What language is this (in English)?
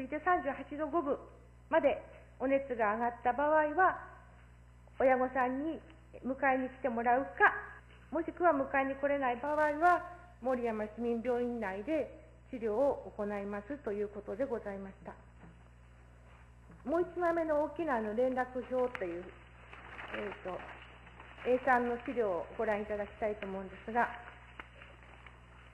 Japanese